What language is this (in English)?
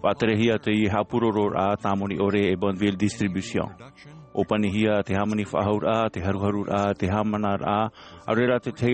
Tahitian